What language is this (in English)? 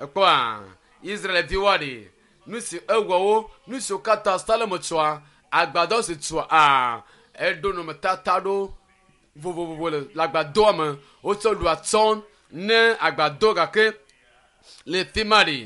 Ewe